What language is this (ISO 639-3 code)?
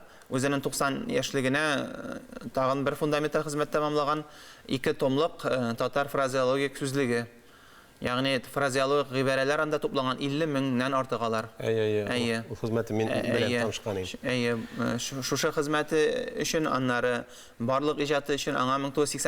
tat